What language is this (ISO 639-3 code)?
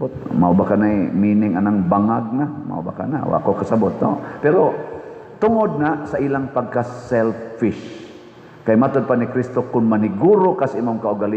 ceb